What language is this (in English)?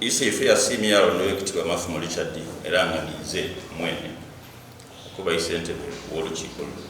Soga